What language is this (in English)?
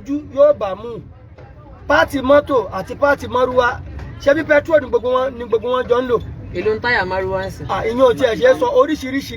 Yoruba